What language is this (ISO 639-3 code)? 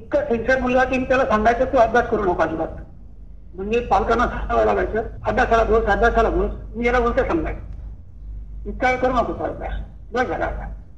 mar